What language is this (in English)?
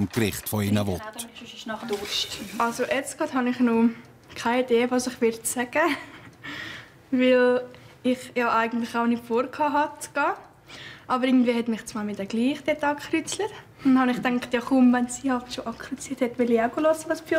Swiss German